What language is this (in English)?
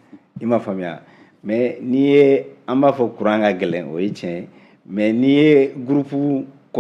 Bambara